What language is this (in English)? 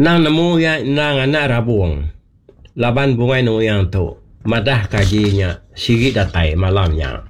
Iban